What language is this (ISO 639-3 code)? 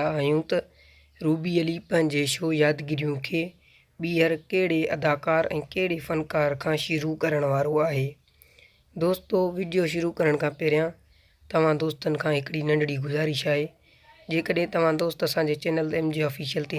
snd